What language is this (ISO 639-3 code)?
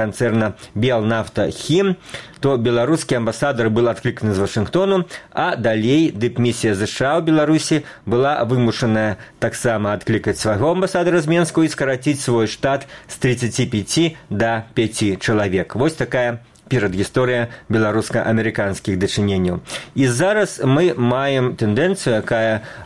bel